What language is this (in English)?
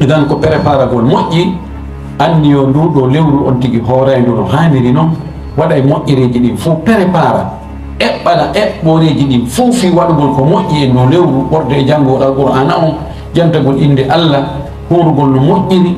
Fula